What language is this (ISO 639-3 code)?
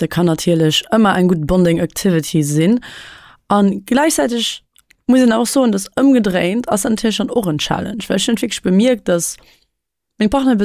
ltz